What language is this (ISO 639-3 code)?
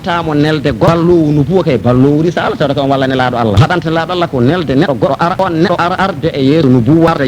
ful